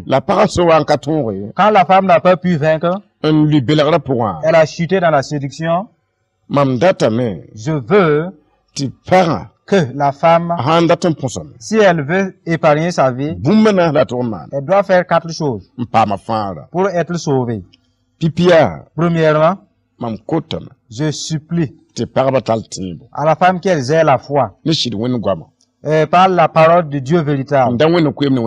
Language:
Mossi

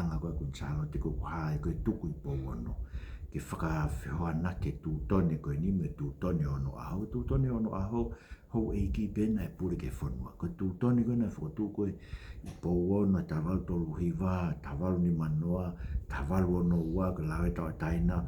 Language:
Tongan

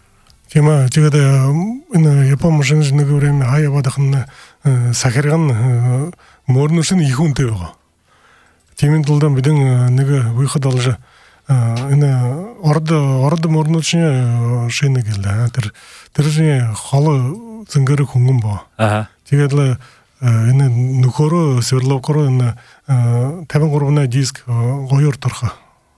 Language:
Buriat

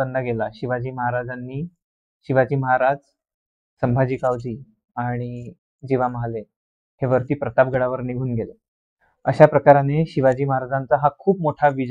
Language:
Marathi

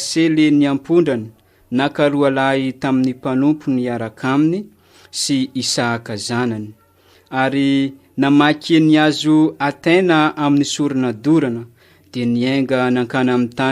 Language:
Malagasy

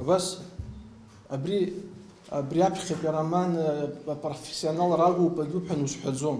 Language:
Abkhazian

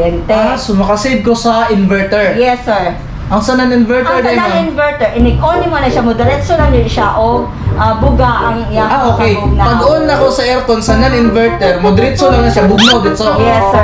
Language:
Cebuano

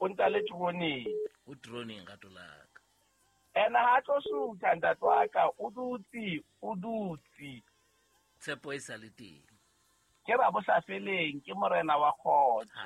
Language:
Southern Sotho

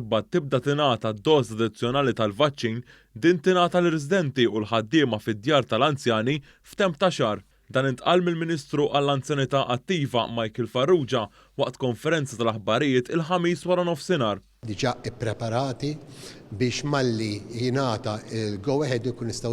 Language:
Maltese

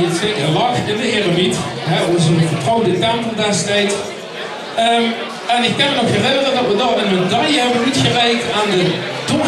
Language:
Limburgish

